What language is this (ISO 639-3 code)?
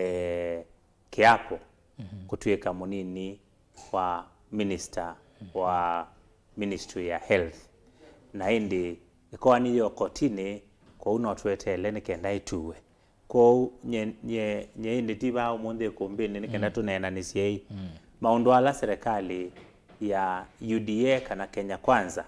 kam